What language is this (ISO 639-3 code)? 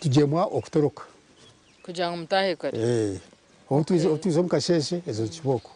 nyn